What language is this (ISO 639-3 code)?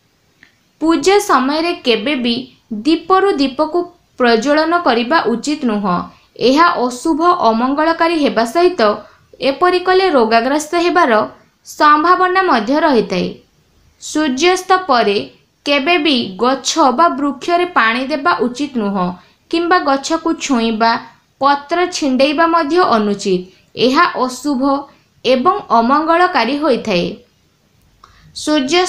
ori